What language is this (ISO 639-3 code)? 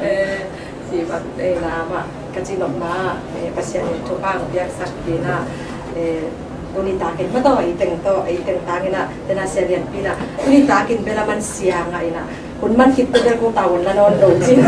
ctd